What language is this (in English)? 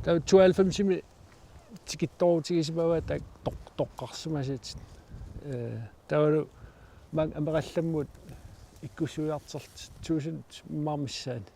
Kalaallisut